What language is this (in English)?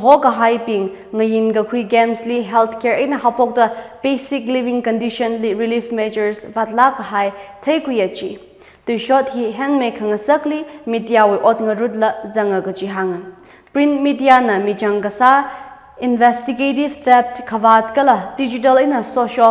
Tangkhul Naga (India)